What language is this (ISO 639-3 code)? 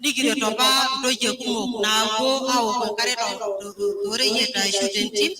mas